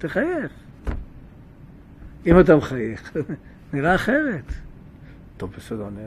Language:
Hebrew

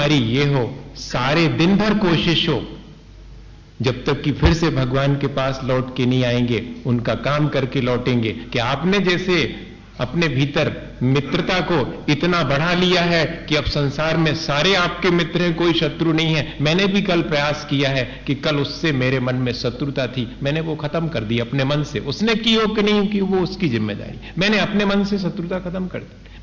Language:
Hindi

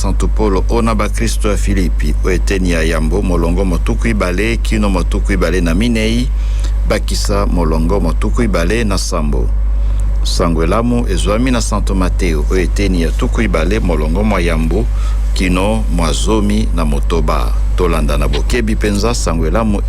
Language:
Lingala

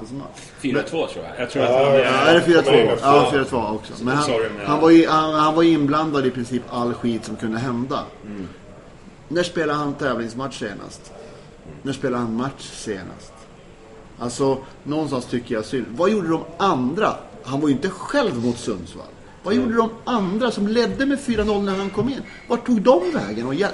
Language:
Swedish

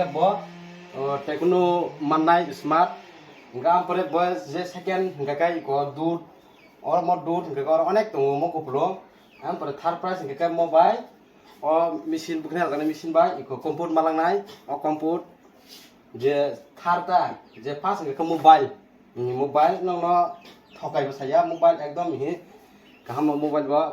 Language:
Kok Borok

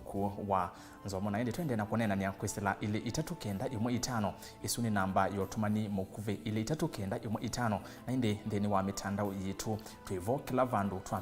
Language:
Kamba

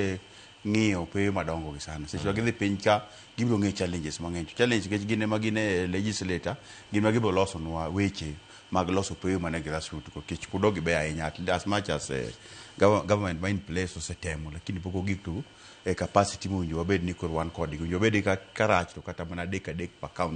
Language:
Luo (Kenya and Tanzania)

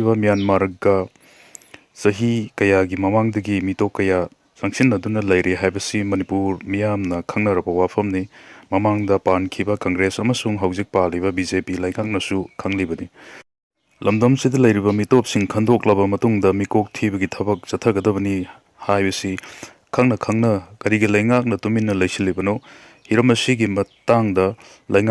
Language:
Manipuri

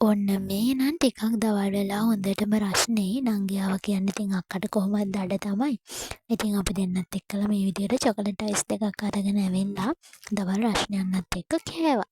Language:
Sinhala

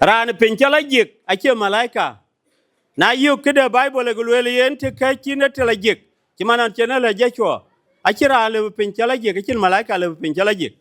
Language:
Dinka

